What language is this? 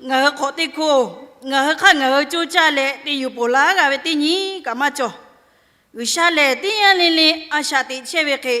Lahu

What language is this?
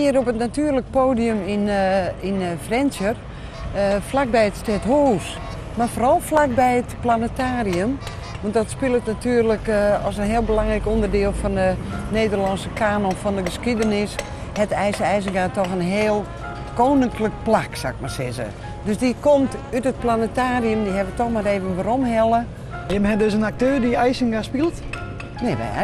Western Frisian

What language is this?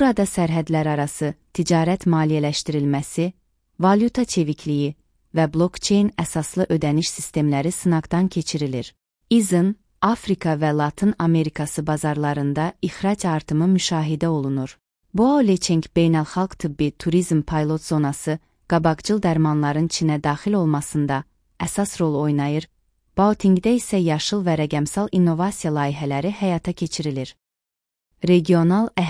Azerbaijani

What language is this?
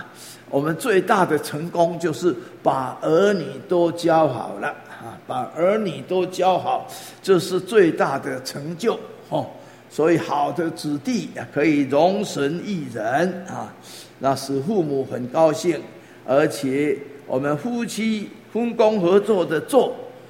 Chinese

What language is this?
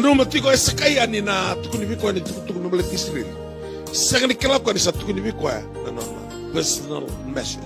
Fijian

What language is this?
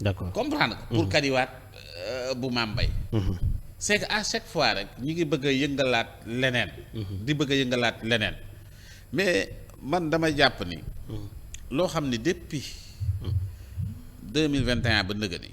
Wolof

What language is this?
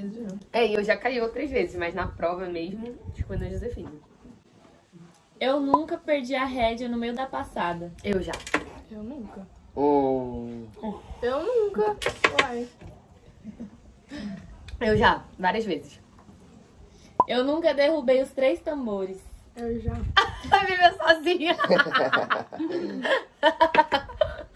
Portuguese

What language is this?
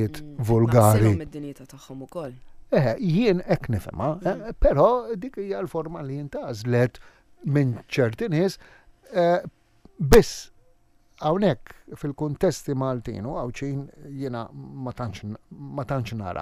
Maltese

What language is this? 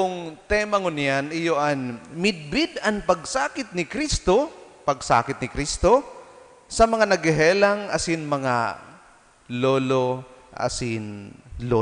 Bikol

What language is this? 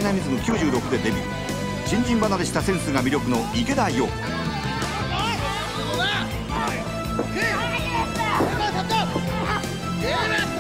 Japanese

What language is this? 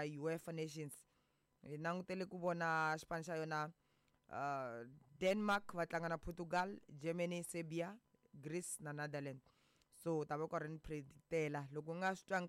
Tsonga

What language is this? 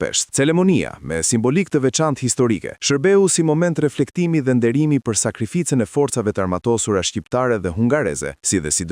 Albanian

